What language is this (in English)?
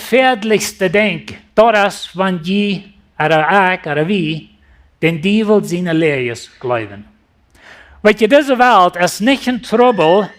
Plautdietsch